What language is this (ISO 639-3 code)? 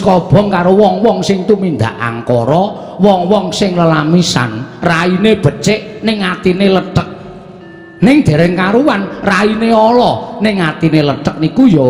jav